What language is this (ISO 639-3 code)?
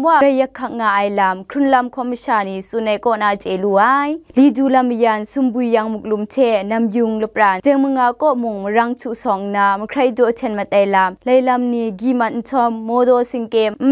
kac